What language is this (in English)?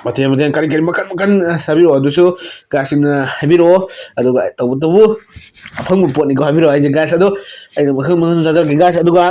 Manipuri